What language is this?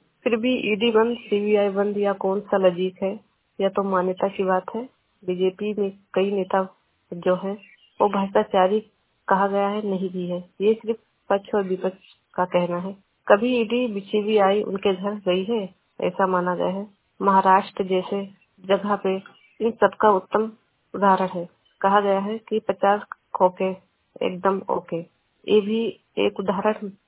Hindi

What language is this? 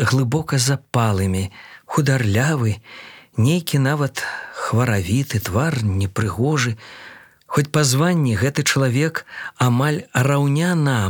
Belarusian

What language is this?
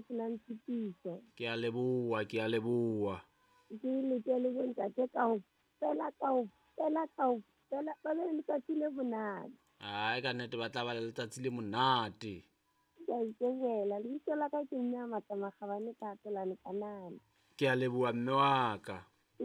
Southern Sotho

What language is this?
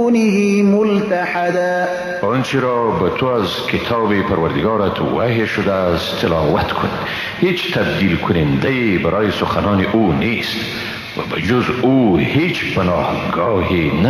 Persian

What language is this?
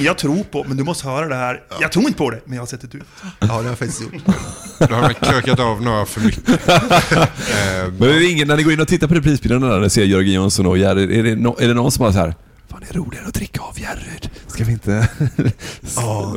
Swedish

